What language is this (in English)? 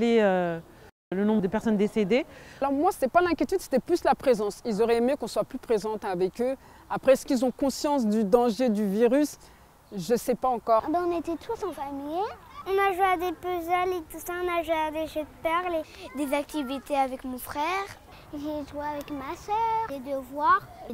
French